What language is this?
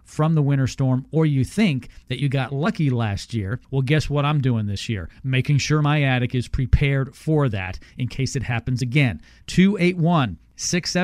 English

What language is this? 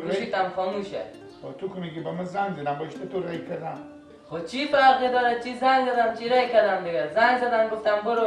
Persian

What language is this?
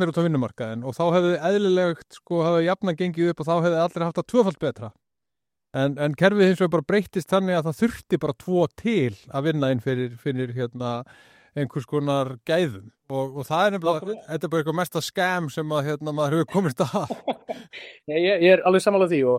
Icelandic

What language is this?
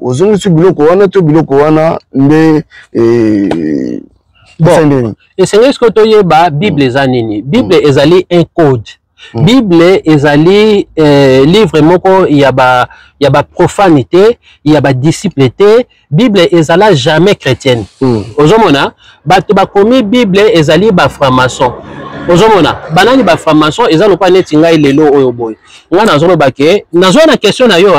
Lingala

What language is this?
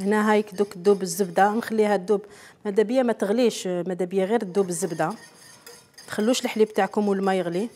Algerian Arabic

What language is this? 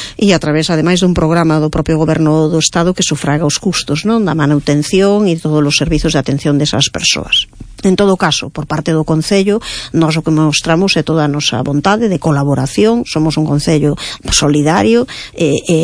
Galician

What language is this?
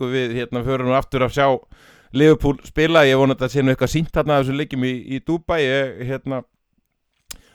Icelandic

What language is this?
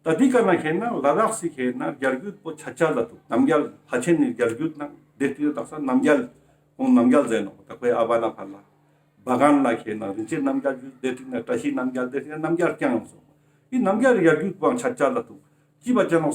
Ladakhi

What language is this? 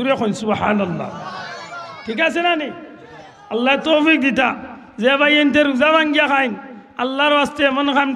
Sylheti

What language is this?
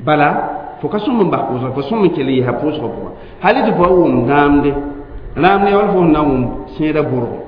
Mossi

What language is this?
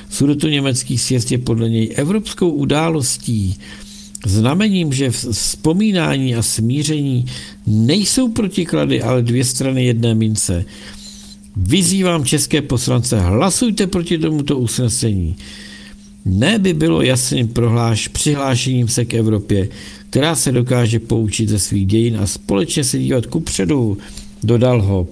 Czech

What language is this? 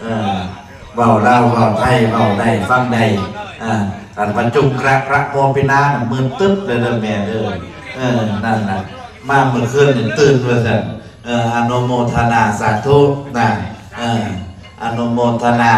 Northeastern Thai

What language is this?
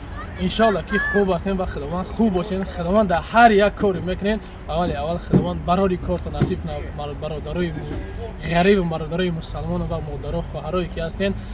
Tajik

